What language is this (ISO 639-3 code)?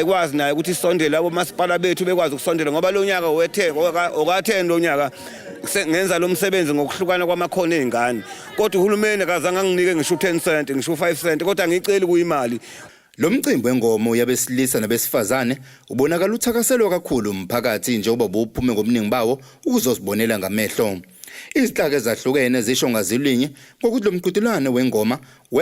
zul